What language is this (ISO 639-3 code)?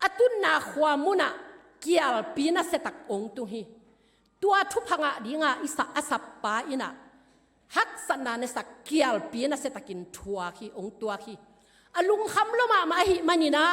ctd